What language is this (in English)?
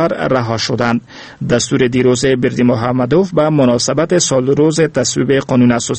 Persian